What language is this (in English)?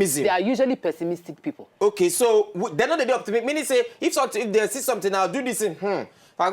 Nigerian Pidgin